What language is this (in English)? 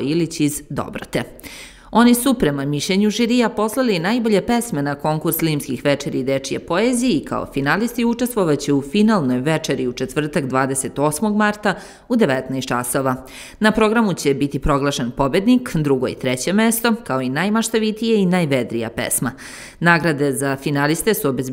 Serbian